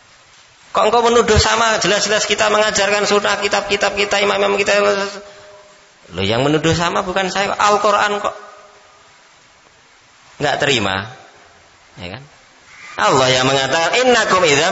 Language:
Indonesian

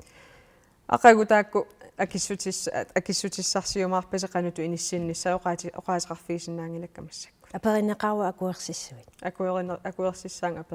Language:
Kalaallisut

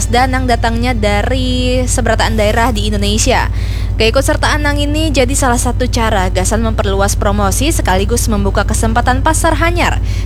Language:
Banjar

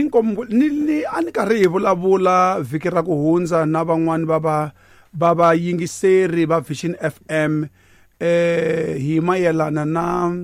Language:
Tsonga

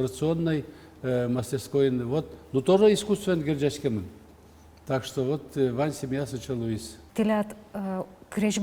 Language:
Udmurt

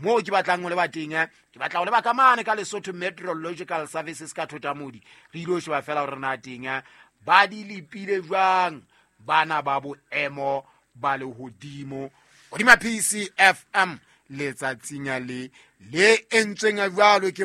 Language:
Southern Sotho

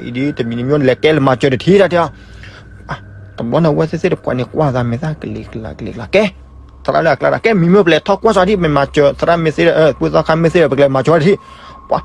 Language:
S'gaw Karen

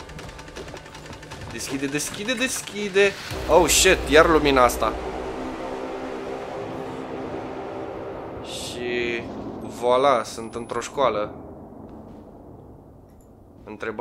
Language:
Romanian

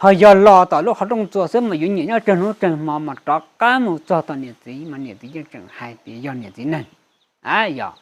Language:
Hmong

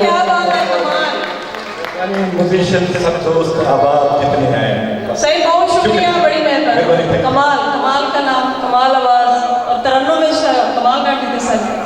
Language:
Saraiki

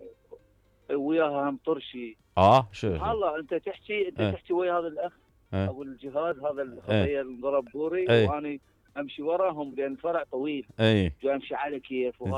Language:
Mesopotamian Arabic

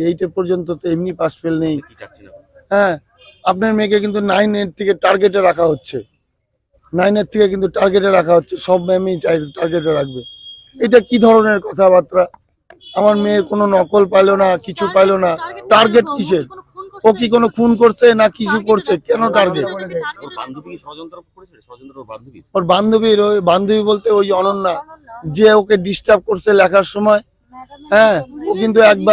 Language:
Bangla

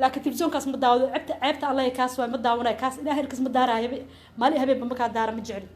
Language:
Somali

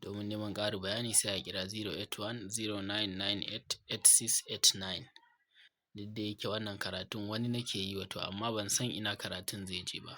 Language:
Hausa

